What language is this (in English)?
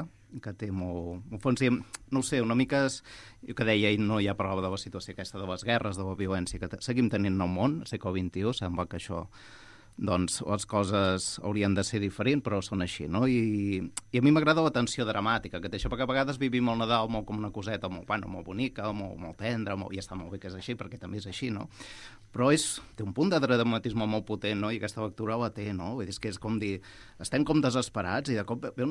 Catalan